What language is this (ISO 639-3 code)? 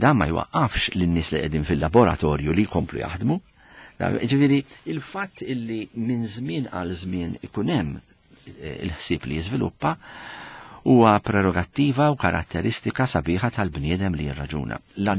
mlt